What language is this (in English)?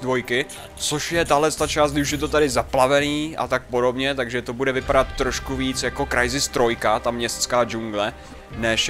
Czech